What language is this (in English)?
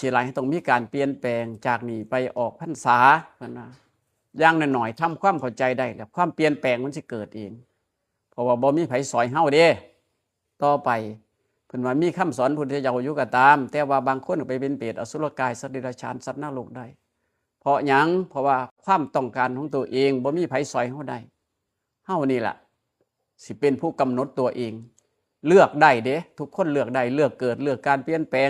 Northeastern Thai